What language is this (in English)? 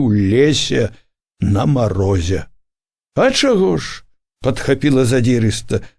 Belarusian